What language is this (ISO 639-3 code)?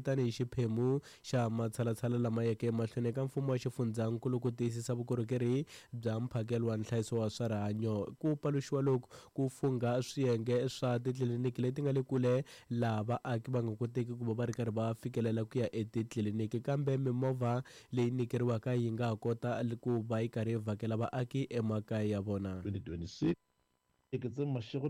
tso